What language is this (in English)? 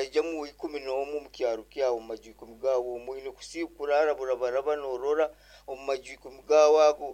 Nyoro